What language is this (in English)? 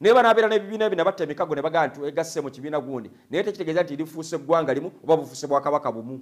Ganda